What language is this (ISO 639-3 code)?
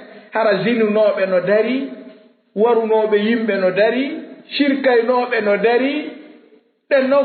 ful